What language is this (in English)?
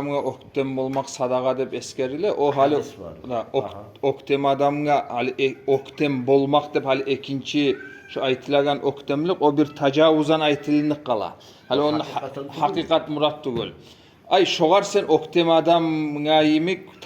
Kumyk